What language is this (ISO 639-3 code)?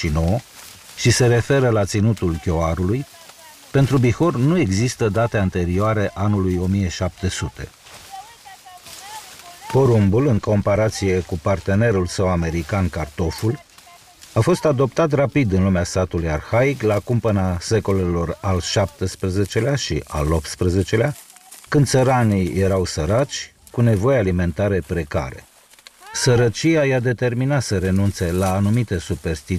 ron